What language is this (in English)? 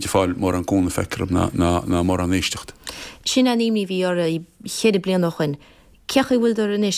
Irish